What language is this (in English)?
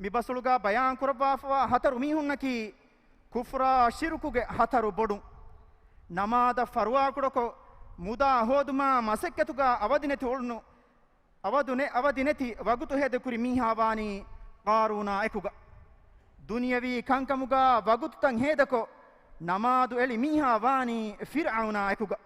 Divehi